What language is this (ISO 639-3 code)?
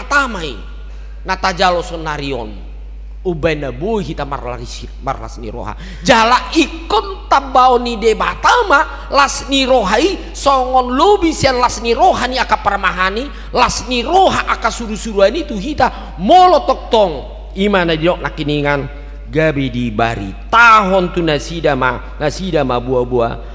bbc